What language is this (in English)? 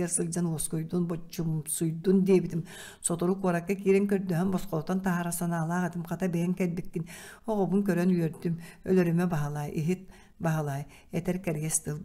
Yakut